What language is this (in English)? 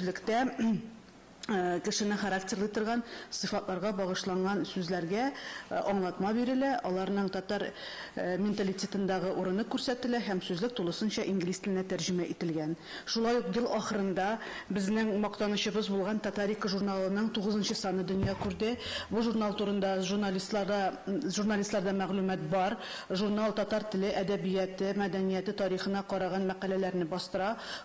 Tatar